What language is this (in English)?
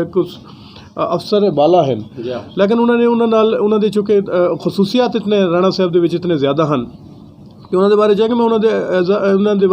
Western Panjabi